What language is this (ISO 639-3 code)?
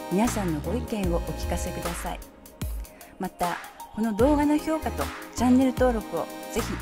jpn